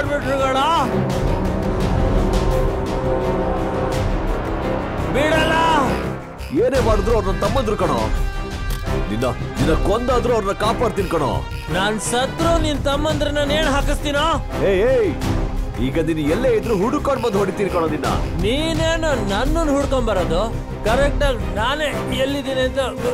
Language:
Kannada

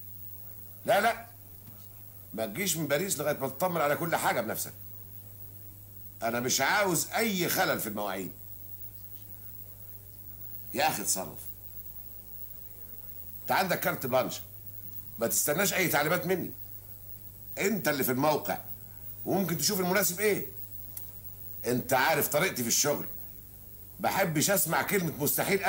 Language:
Egyptian Arabic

